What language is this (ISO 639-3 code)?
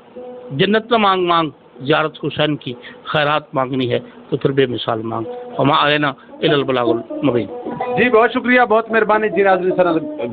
skr